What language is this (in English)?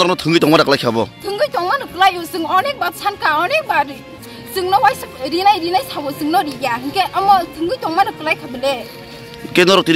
Kok Borok